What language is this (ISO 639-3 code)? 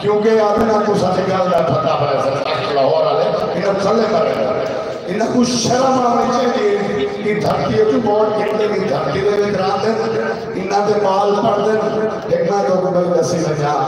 skr